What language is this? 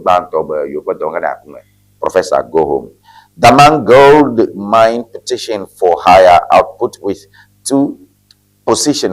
Ewe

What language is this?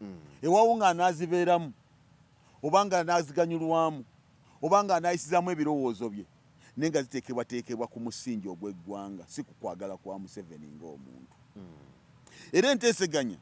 Ganda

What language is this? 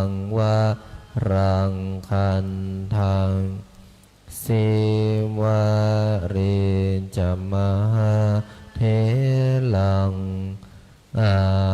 Pali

